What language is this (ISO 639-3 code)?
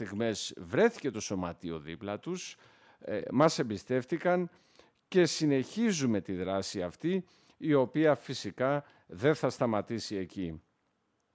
ell